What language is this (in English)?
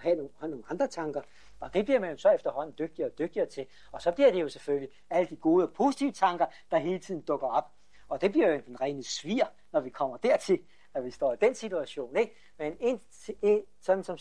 Danish